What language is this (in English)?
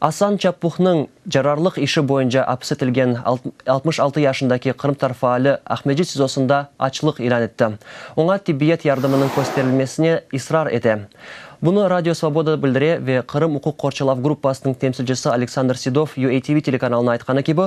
Crimean Tatar